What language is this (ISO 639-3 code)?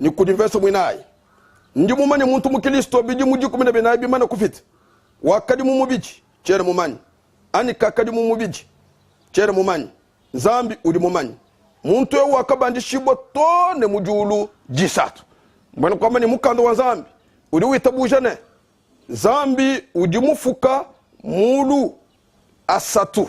lua